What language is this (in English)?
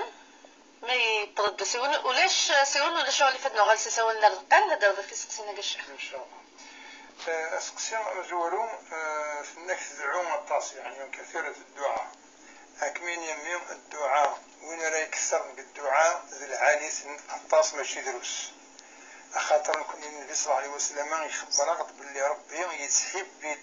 Kabyle